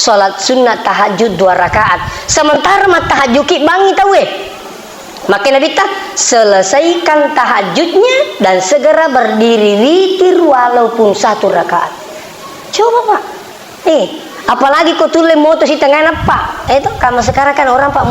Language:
Buginese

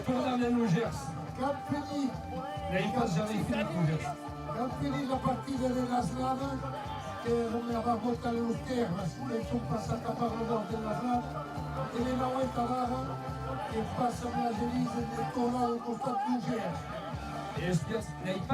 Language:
Occitan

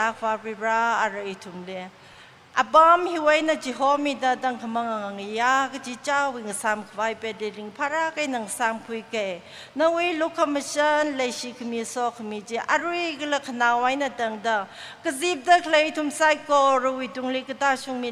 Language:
Tangkhul Naga (India)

